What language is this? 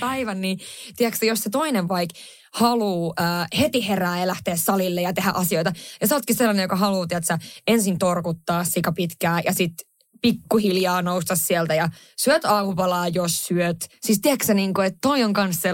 Finnish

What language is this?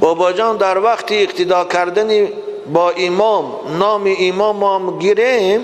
Tajik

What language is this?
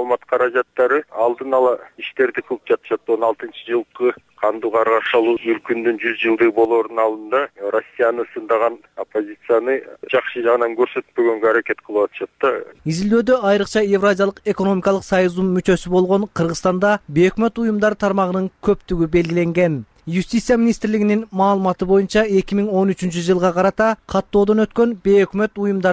Kyrgyz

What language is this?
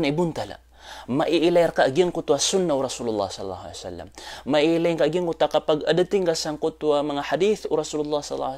Maranao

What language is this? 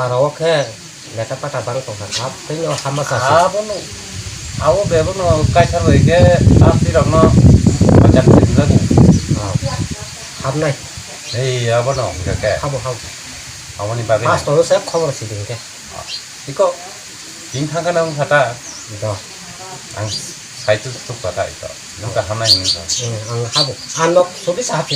Kok Borok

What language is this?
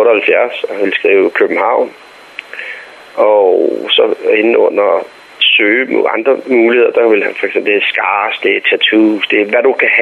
Danish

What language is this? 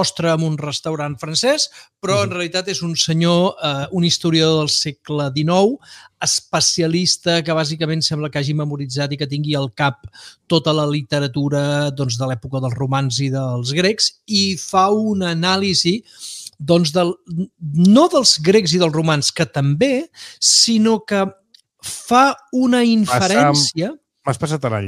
Catalan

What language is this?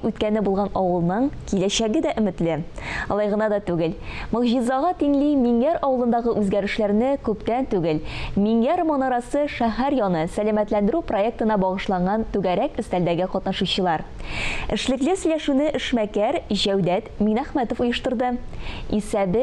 Tatar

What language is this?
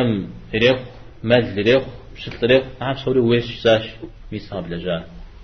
Kabardian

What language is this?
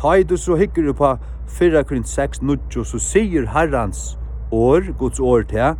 Faroese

